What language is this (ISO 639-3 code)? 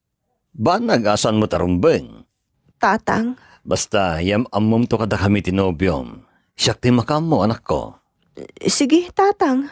ilo